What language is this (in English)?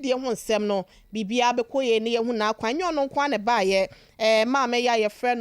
Akan